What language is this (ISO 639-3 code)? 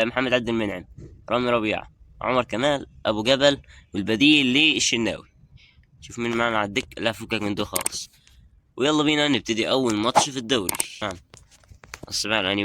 arz